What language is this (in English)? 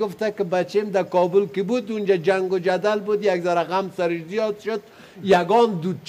Persian